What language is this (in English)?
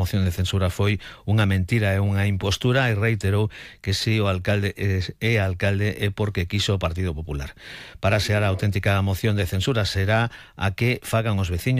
Galician